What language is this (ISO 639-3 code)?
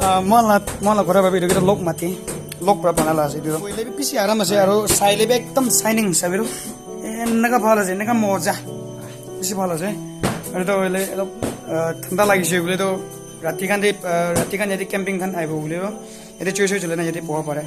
nag